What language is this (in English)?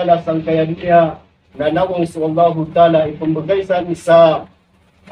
Maranao